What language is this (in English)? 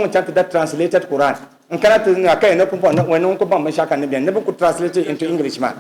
Dagbani